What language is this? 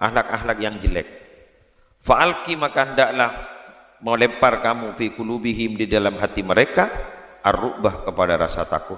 Madurese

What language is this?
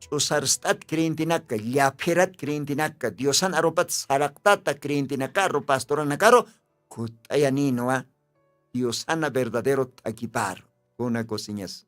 Aymara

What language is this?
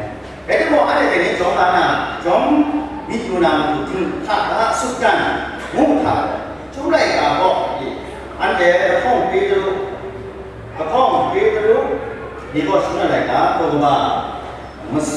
Kachin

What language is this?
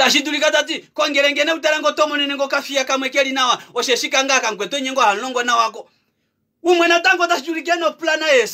Kuanyama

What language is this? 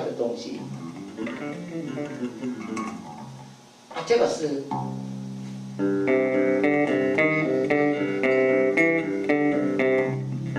Chinese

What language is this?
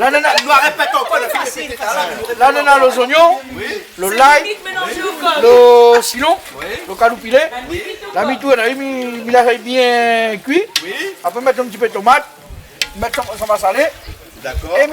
Réunion Creole French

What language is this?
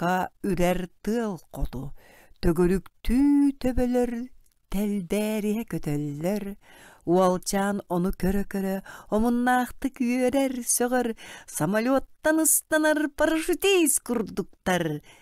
Yakut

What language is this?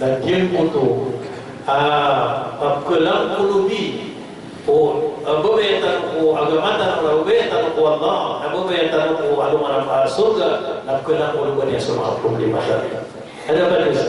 Maranao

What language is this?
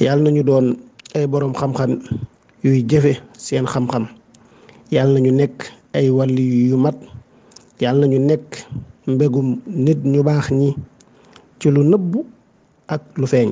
Wolof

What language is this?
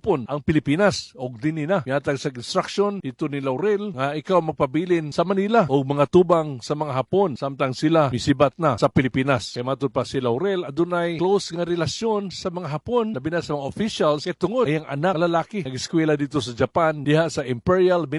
Cebuano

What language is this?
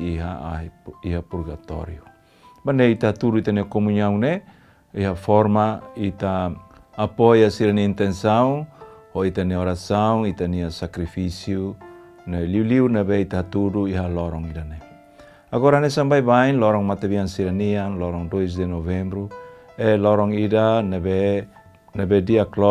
Tetum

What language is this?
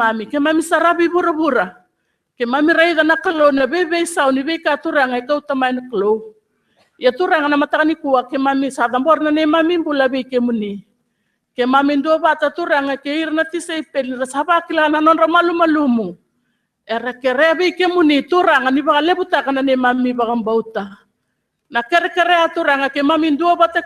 Fijian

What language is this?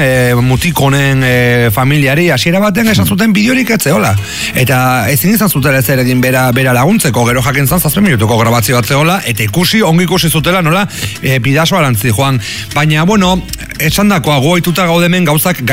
Basque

